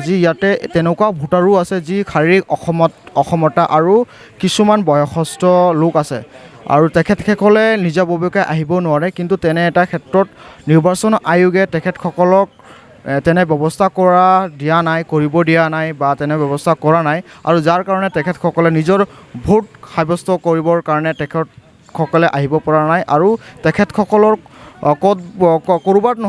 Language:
Assamese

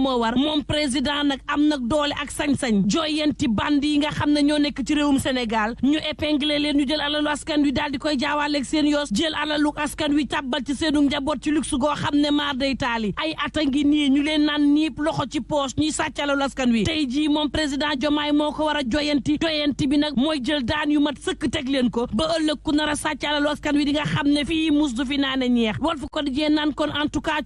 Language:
Wolof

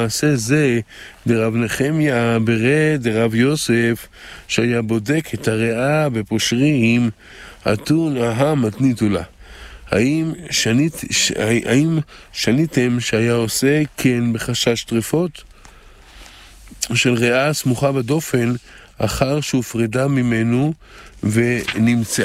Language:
Hebrew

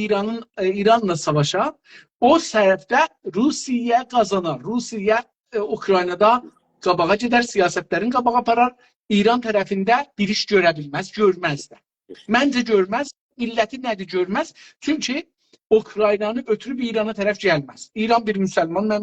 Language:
South Azerbaijani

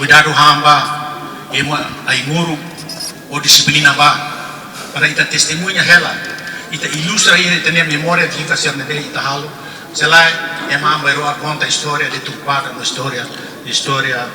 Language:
Tetum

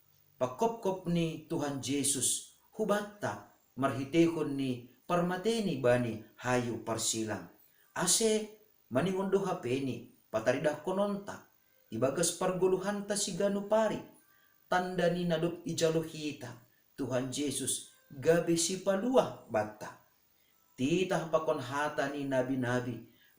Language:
Batak Simalungun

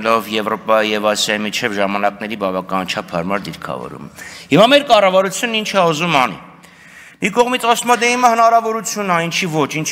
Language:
Armenian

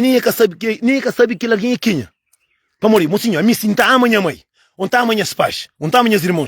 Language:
Kabuverdianu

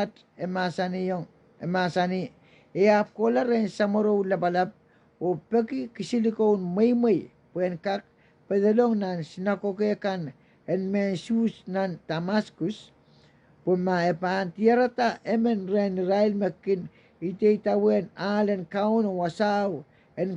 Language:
Pohnpeian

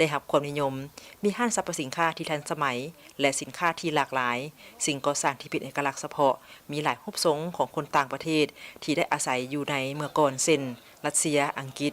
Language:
Lao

